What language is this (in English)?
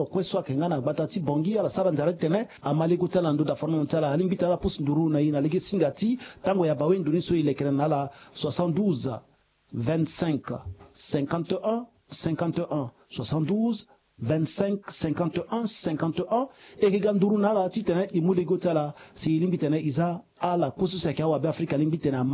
Sango